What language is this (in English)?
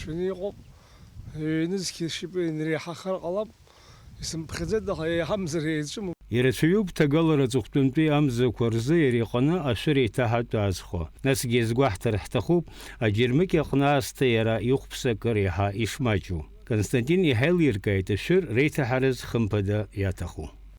Abkhazian